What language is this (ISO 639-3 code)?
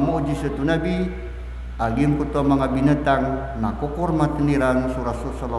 mrw